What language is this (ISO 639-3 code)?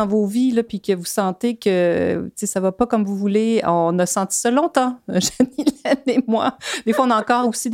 fra